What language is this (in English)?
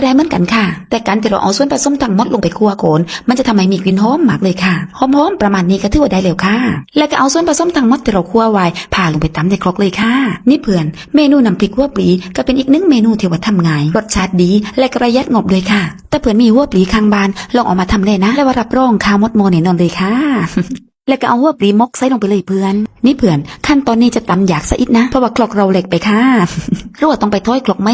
Lao